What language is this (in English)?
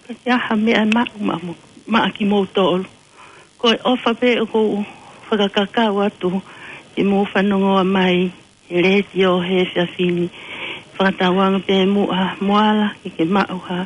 Tongan